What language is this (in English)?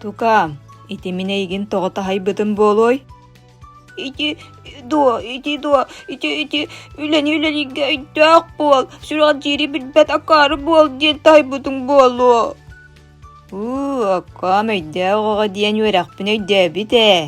Yakut